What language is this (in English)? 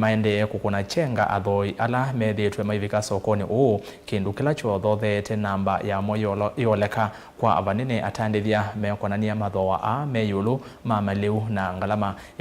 Kamba